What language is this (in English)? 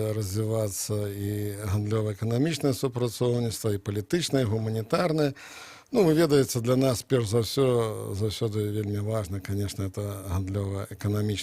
Belarusian